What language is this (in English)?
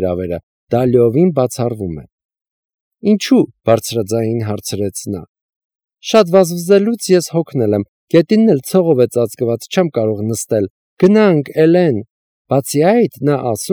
Armenian